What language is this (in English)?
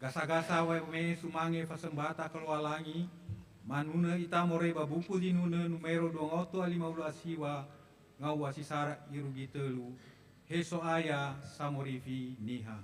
Nias